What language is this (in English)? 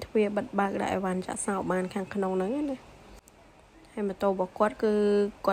Khmer